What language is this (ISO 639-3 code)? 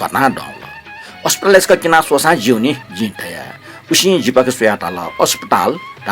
new